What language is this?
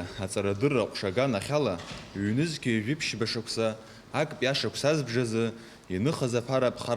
Abkhazian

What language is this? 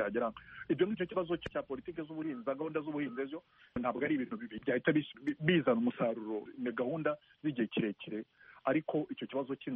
Kinyarwanda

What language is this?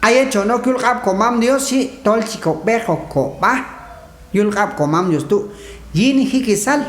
Q'anjob'al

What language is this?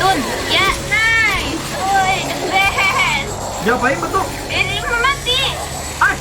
Banjar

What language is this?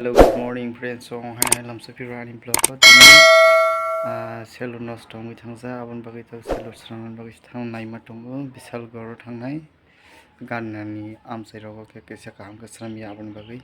Kok Borok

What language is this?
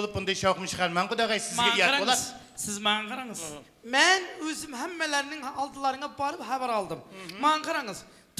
Kara-Kalpak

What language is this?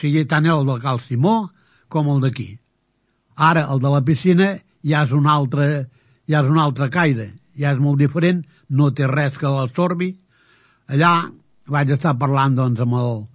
Catalan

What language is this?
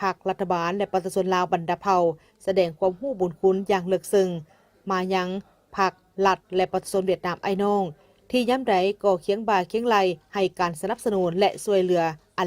Lao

